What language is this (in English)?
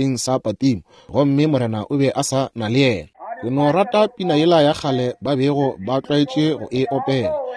Northern Sotho